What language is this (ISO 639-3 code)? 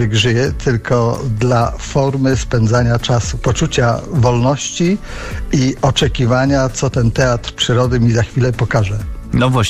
pol